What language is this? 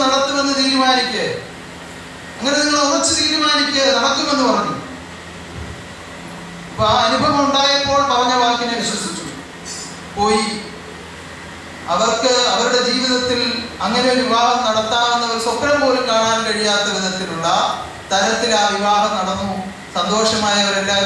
Malayalam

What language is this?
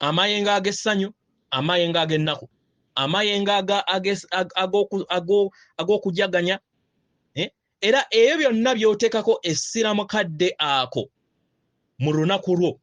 Ganda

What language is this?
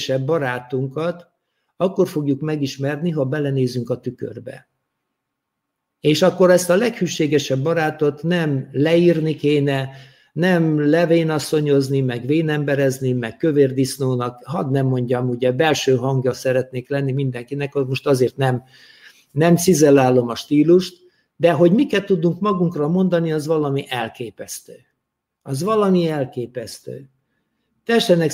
Hungarian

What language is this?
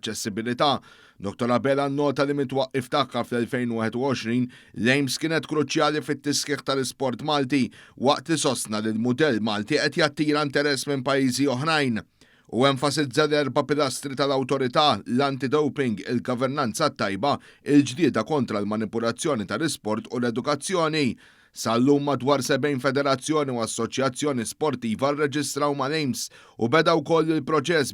Maltese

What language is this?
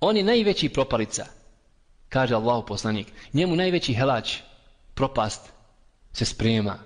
Bosnian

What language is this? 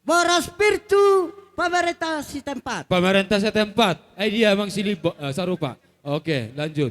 Batak Toba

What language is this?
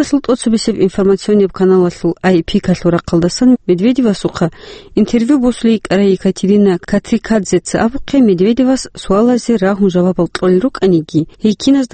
Avaric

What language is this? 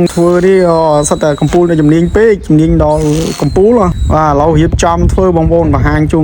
Khmer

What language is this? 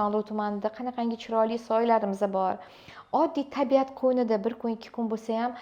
Uzbek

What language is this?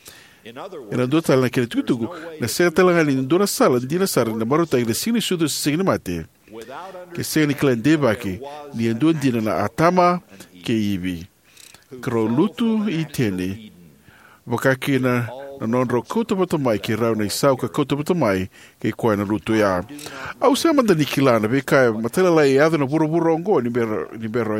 Fijian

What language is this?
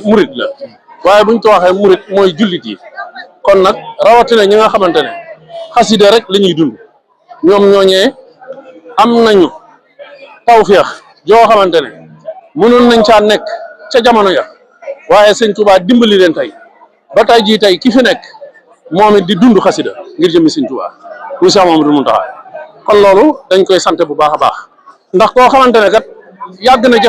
Wolof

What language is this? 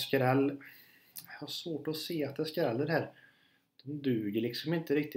Swedish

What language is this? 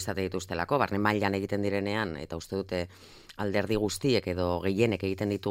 Basque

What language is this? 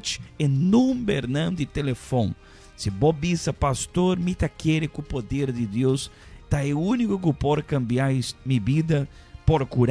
Papiamento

